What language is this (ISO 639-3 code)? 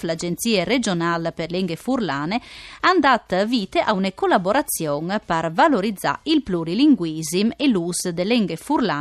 fur